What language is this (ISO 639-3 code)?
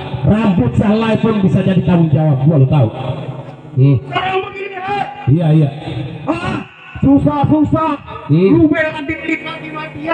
bew